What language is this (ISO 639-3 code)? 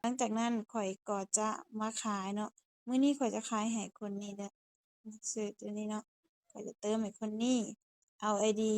lao